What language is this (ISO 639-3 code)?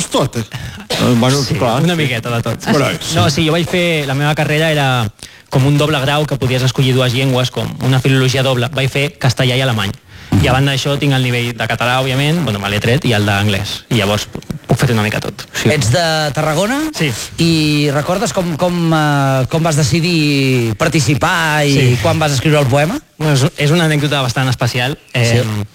cat